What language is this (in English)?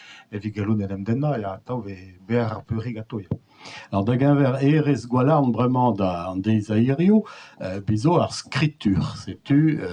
Breton